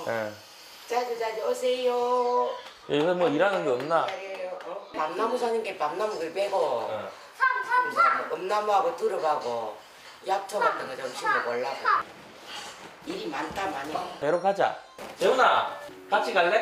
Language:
Korean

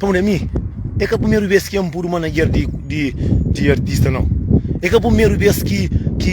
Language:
Kabuverdianu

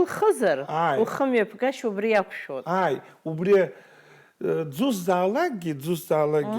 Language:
Abkhazian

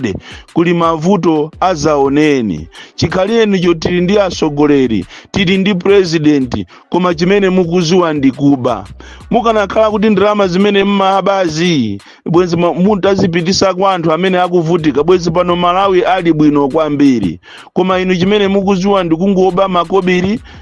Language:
Nyanja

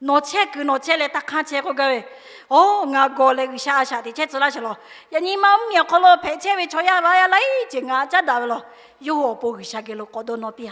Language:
Lahu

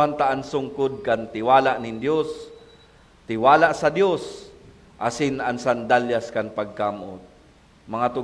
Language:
Bikol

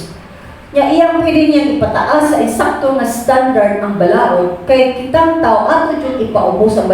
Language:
Cebuano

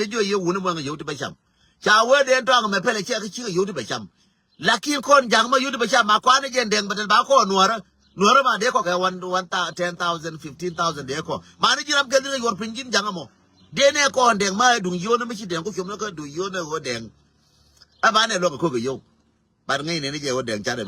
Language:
Nuer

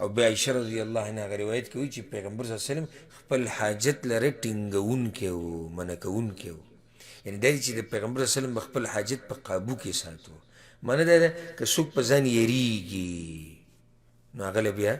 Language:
Pashto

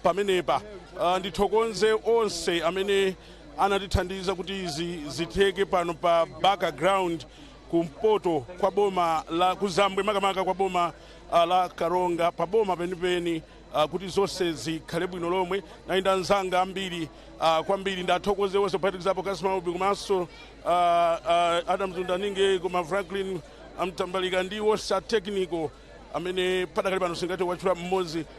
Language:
Nyanja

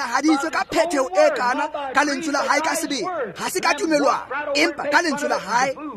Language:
Tswana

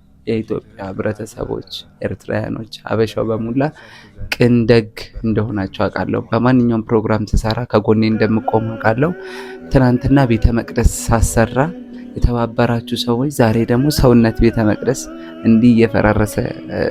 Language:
Amharic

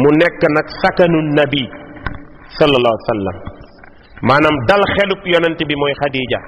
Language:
Wolof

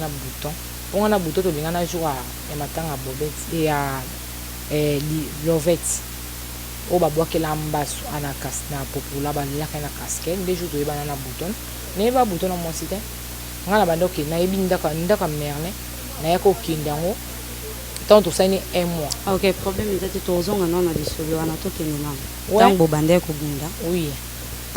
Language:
Lingala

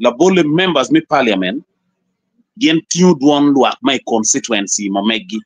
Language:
Acoli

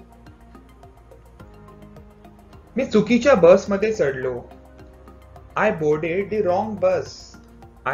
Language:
Marathi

